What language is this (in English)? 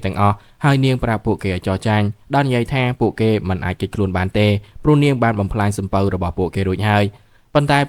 Khmer